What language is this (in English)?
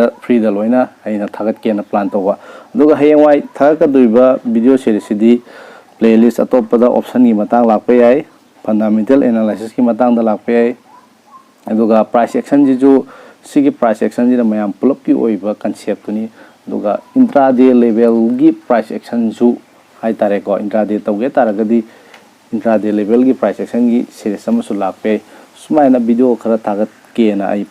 Manipuri